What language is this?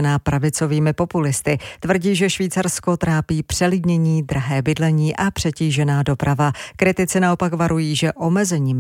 Czech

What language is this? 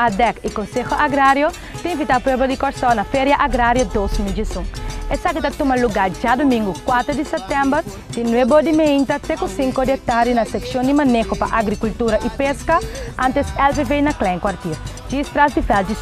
Papiamento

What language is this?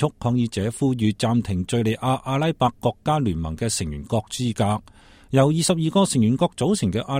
Cantonese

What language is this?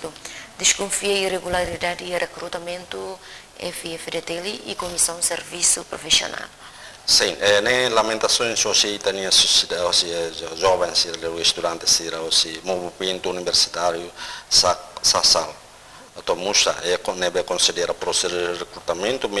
Tetum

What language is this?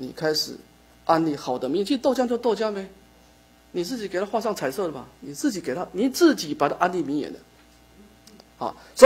Chinese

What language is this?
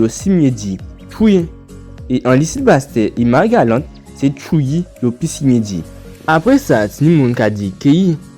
Guadeloupean Creole French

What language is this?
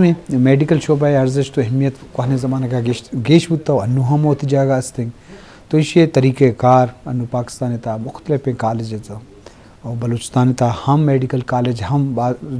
Eastern Balochi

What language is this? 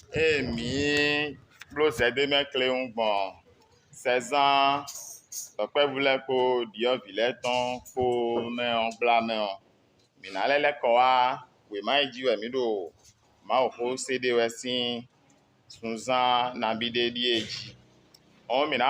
Fon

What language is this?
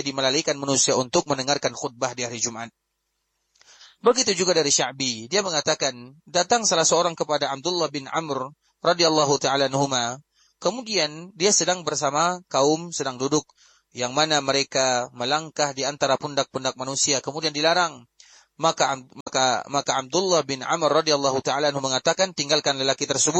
Indonesian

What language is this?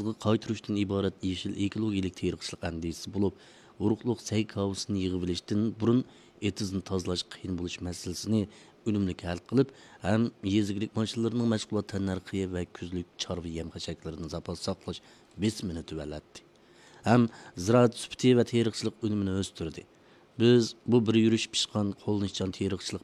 Uyghur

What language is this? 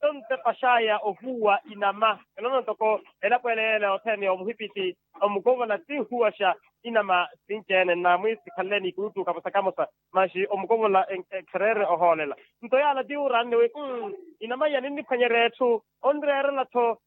Makhuwa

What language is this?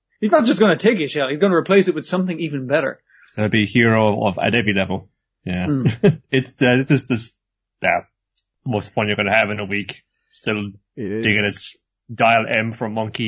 English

